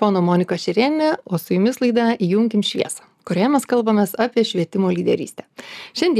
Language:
Lithuanian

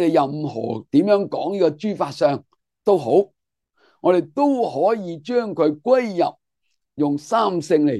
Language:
Cantonese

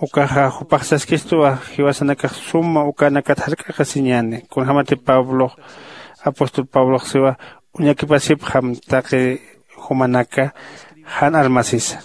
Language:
Aymara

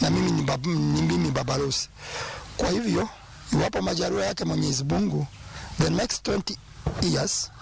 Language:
Luo (Kenya and Tanzania)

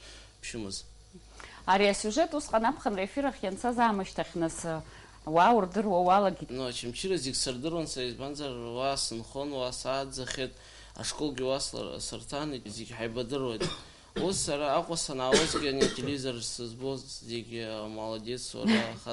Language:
Abkhazian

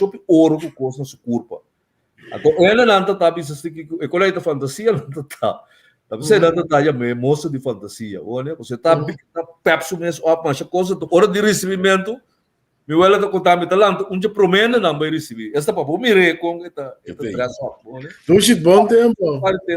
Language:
Papiamento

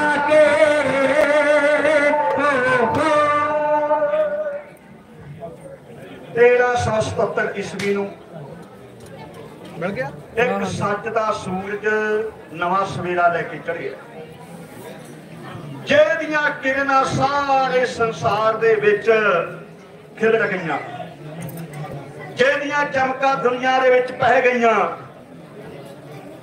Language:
Punjabi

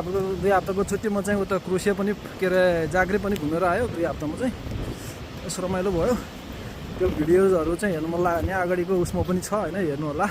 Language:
Nepali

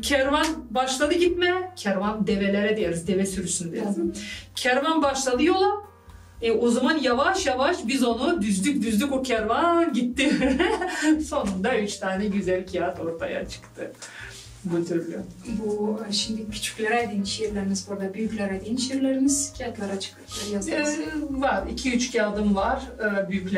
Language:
Gagauz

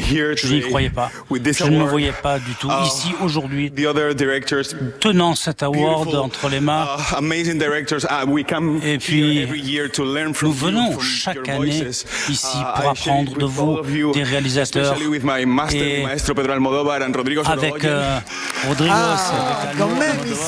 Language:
French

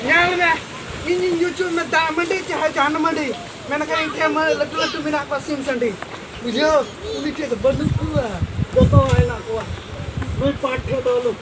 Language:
Santali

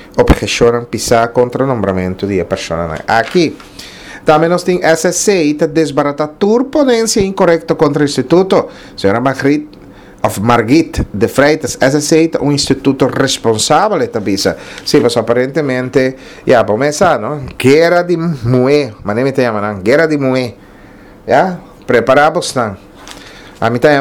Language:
Papiamento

